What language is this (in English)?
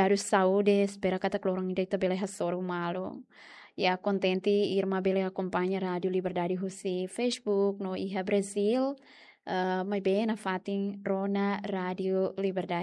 Tetum